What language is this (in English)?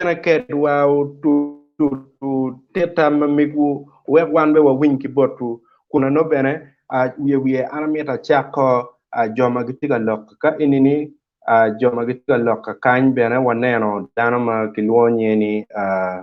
Acoli